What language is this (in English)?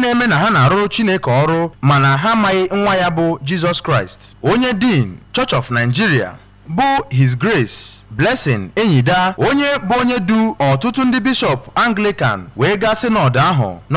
Igbo